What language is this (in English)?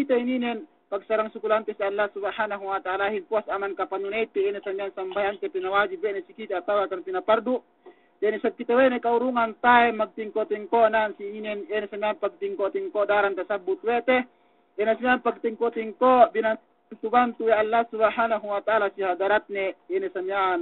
Yakan